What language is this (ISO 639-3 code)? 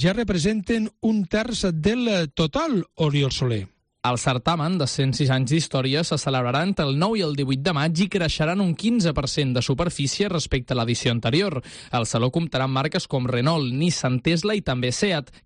cat